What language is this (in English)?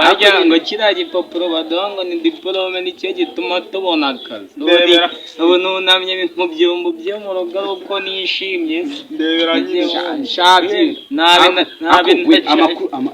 Kinyarwanda